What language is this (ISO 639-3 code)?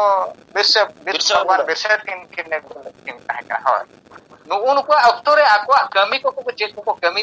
sat